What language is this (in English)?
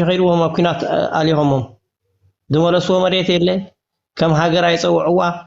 Tigrinya